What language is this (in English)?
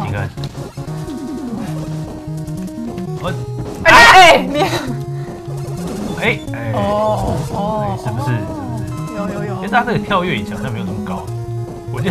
Chinese